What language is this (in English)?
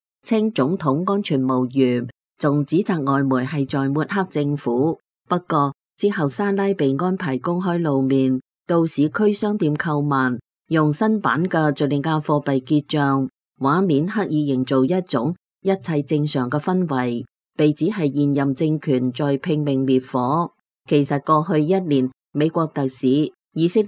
Cantonese